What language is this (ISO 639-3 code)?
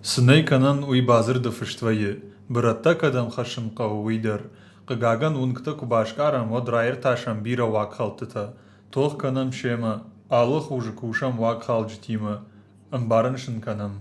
oss